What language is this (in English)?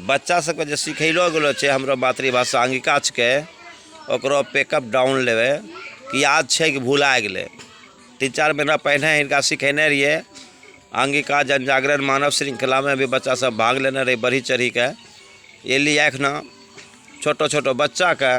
Angika